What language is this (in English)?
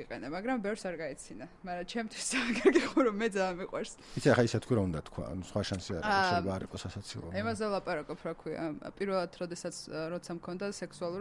Georgian